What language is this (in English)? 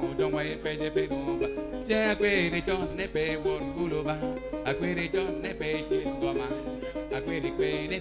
Acoli